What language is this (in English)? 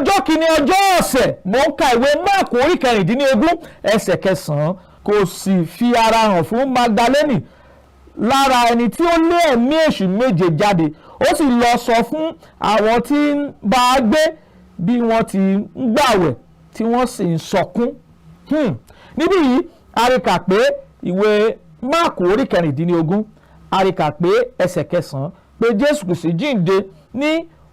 Yoruba